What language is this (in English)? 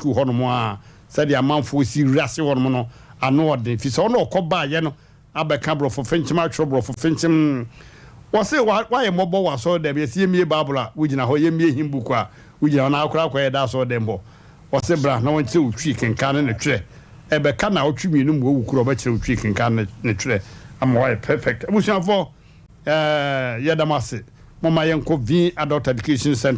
Akan